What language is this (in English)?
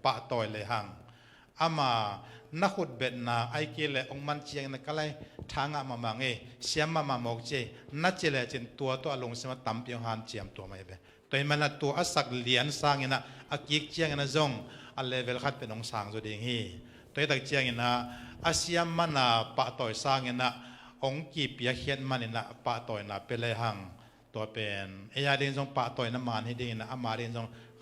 Tedim Chin